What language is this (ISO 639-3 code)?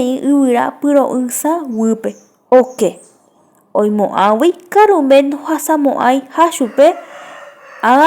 grn